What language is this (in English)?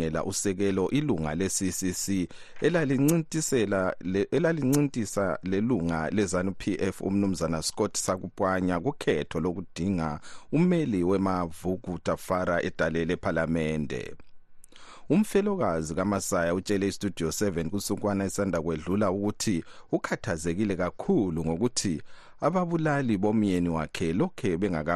North Ndebele